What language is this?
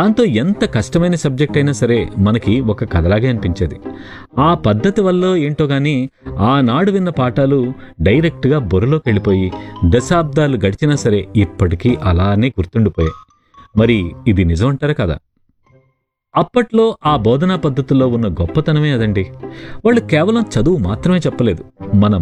Telugu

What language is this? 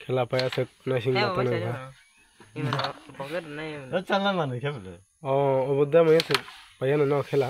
Kok Borok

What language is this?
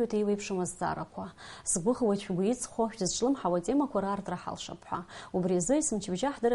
Abkhazian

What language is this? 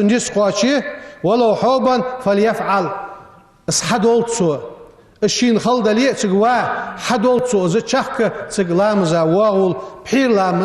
Ingush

